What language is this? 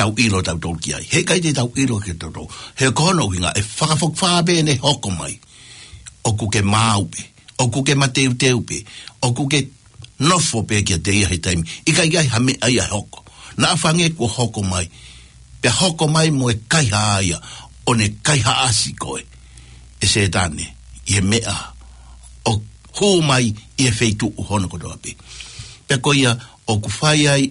Tongan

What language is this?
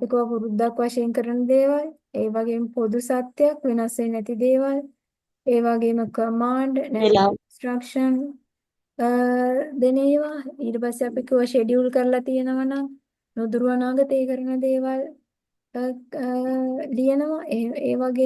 Sinhala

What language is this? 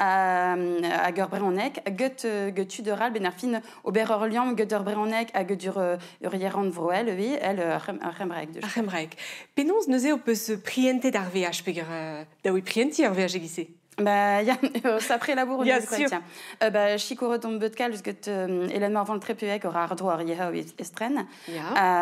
Breton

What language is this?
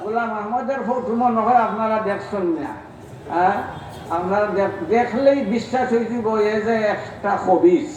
Sylheti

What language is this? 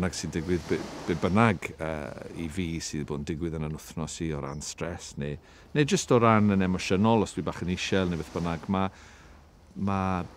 Welsh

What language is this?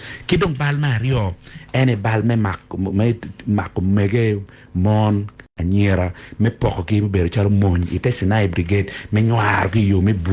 Acoli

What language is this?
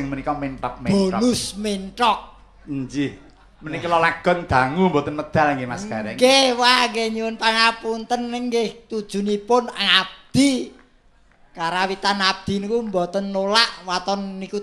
Javanese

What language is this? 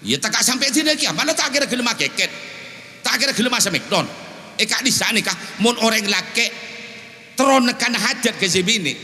Madurese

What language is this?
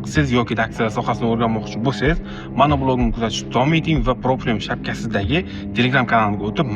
Uzbek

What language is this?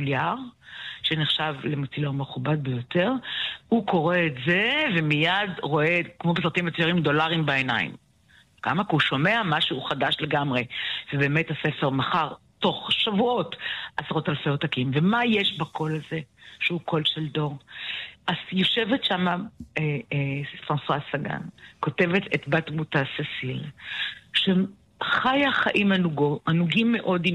Hebrew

